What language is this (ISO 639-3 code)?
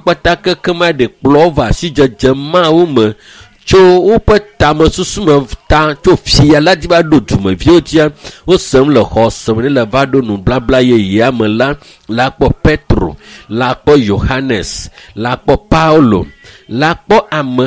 ewe